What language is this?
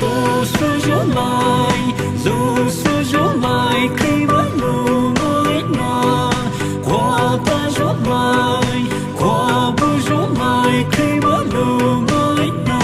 Poumei Naga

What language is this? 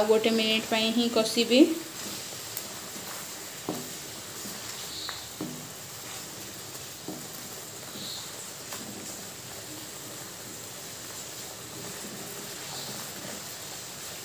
Odia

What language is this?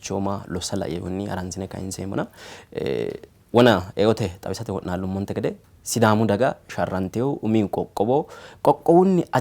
Sidamo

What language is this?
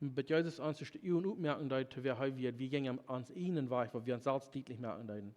Plautdietsch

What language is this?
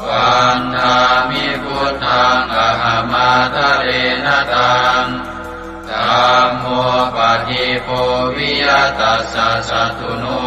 Pali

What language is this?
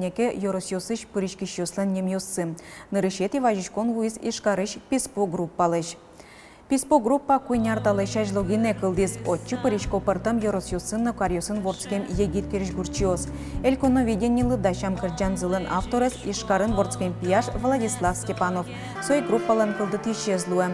Udmurt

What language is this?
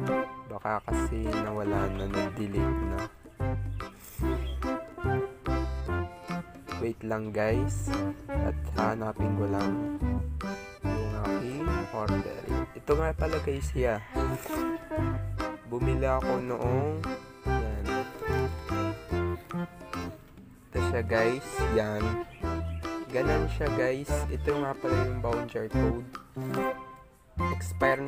Filipino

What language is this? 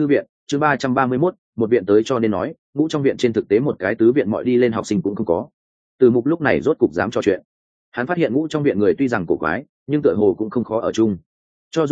Vietnamese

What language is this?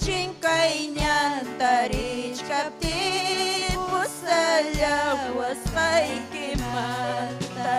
Ayacucho Quechua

